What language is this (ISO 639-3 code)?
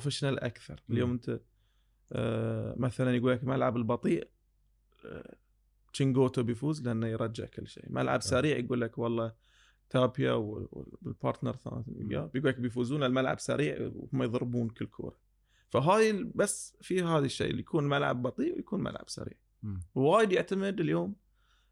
afb